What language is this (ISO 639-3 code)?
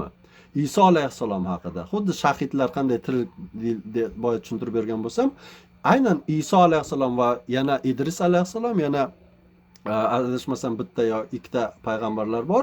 uzb